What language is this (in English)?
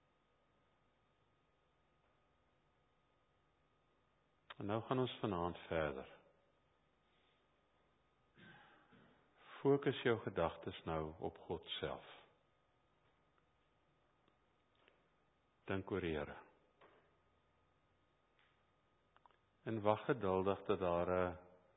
Afrikaans